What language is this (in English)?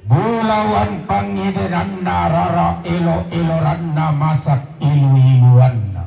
Toraja-Sa'dan